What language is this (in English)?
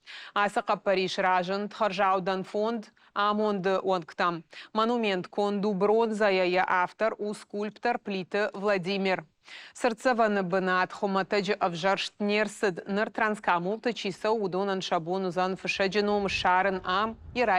Ossetic